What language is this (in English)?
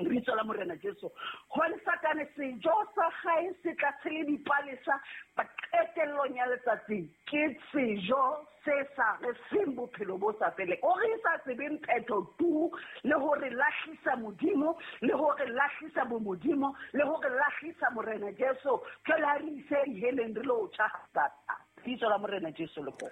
Southern Sotho